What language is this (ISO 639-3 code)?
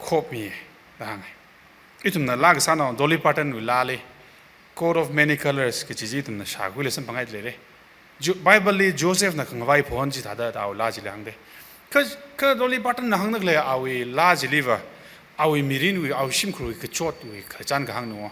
nmf